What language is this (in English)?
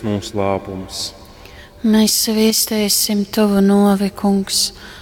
Latgalian